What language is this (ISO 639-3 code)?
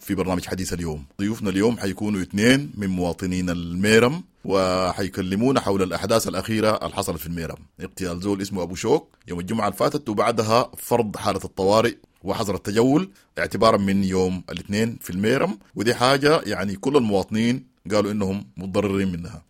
apd